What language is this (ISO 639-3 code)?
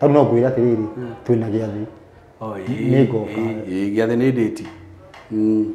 kik